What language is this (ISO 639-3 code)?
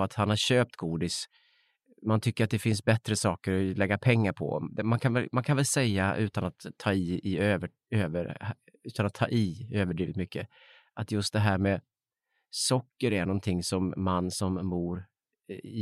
swe